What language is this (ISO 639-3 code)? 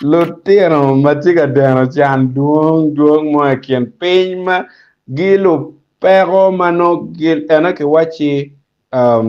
ach